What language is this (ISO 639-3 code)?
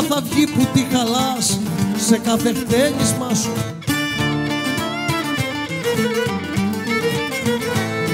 ell